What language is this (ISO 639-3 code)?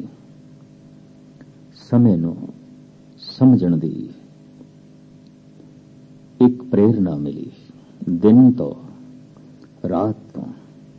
pan